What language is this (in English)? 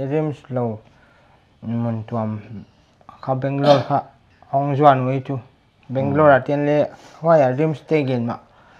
Paite Chin